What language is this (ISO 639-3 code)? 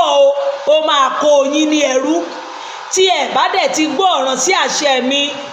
yor